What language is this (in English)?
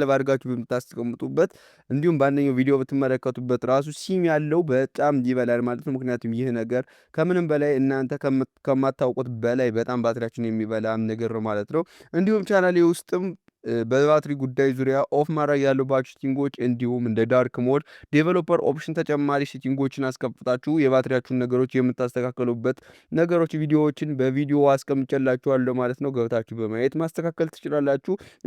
Amharic